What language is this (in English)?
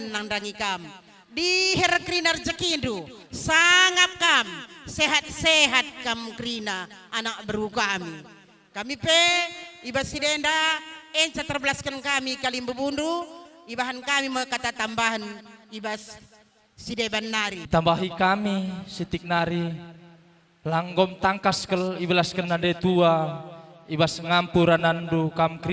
Batak Karo